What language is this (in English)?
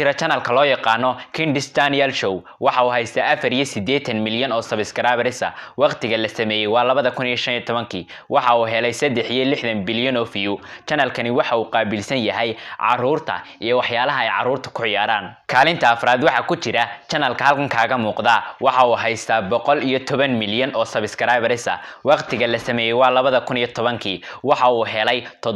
Somali